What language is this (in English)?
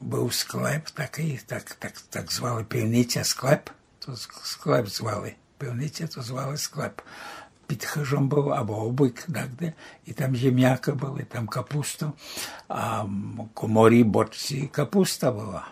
Rusyn